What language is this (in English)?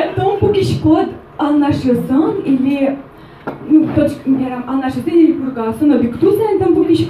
Udmurt